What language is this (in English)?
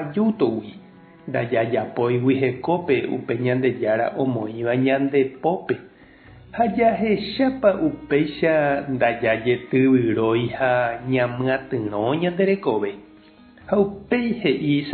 Guarani